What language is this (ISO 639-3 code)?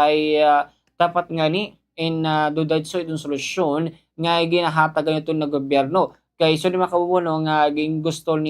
war